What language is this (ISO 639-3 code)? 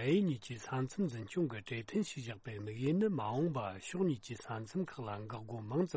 bod